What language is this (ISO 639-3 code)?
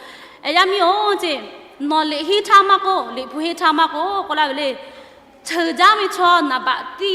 lhu